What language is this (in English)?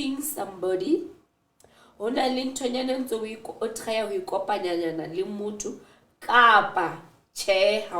Southern Sotho